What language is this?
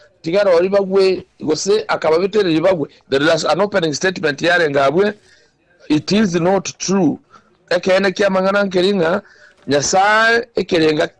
Gusii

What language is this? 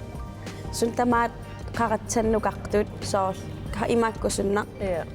Kalaallisut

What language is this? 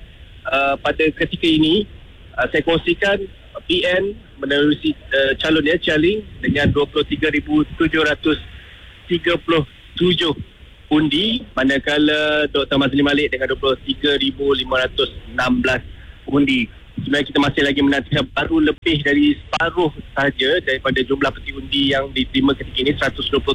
Malay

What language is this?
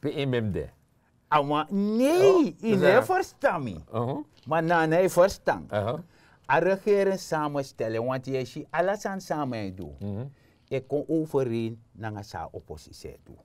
Sranan Tongo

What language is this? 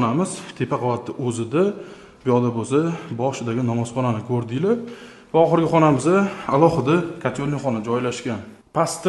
Uzbek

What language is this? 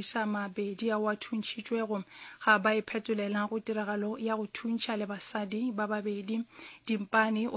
Northern Sotho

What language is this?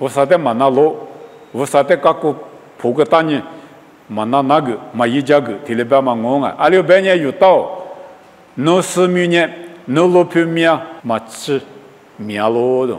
Lisu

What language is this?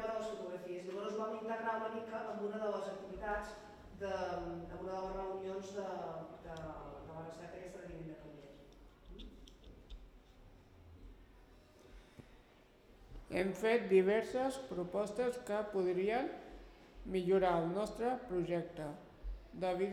Catalan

